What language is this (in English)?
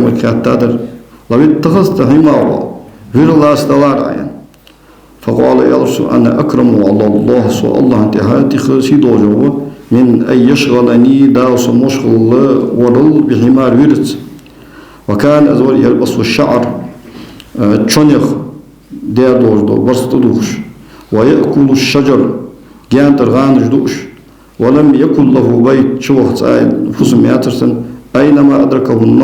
Ingush